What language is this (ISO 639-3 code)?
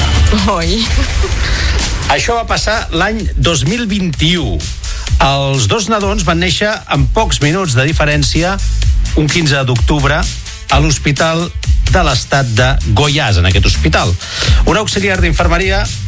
cat